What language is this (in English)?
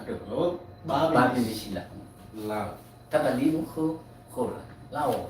Nias